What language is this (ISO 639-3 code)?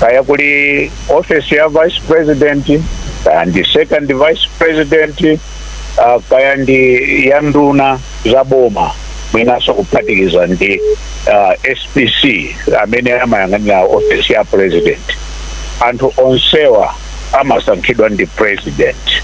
nya